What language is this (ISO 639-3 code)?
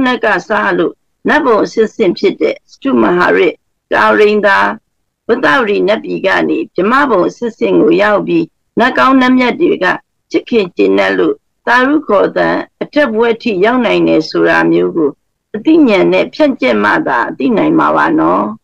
mya